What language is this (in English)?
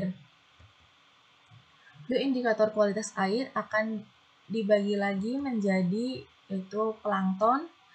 Indonesian